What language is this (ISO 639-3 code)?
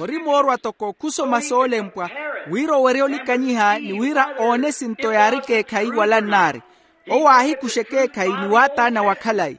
vmw